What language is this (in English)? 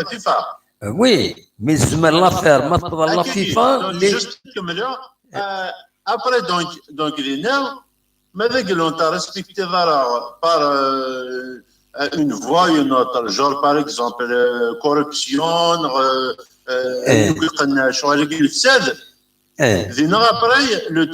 Kabyle